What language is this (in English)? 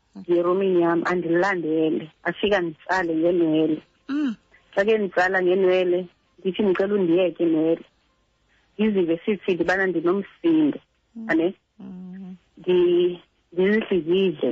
Xhosa